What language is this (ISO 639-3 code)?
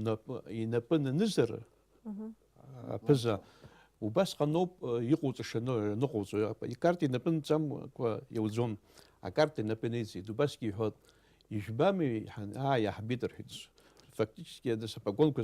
abk